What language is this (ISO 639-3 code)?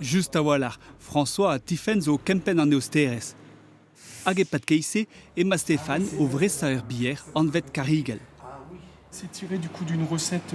bre